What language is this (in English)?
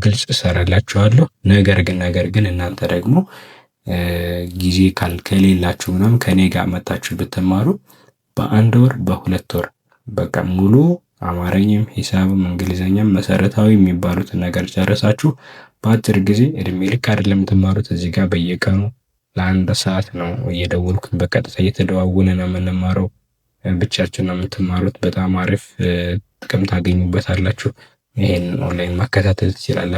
Amharic